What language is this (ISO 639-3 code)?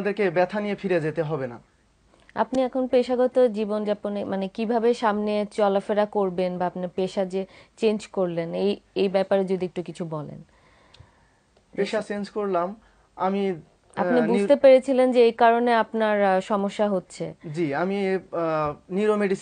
ben